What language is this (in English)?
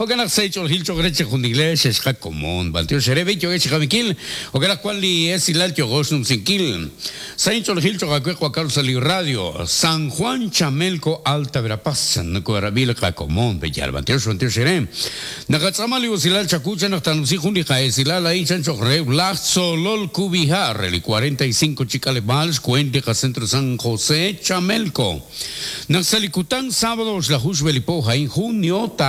Kekchí